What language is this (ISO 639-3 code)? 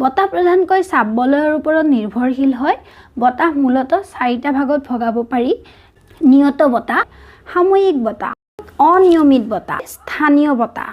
asm